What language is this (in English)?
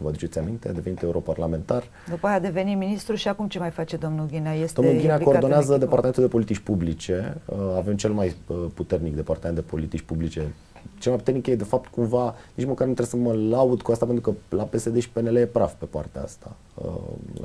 Romanian